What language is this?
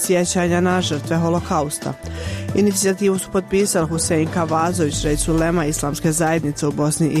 Bosnian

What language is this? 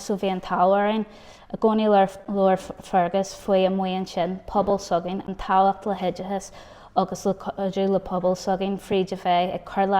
Irish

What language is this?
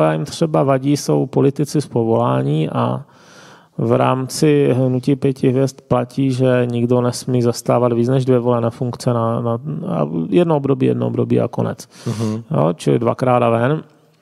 Czech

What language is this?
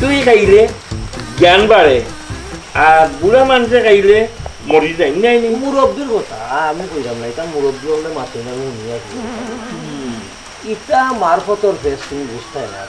Sylheti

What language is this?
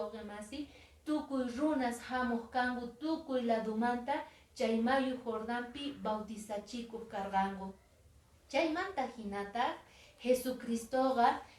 Quechua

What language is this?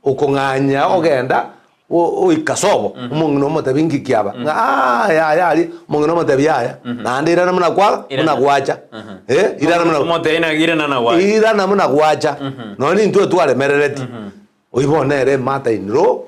Gusii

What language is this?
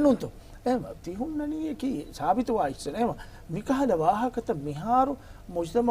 Divehi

